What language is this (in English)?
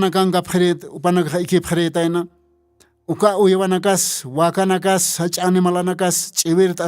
Aymara